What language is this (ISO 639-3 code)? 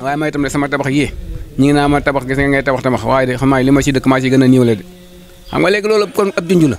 wol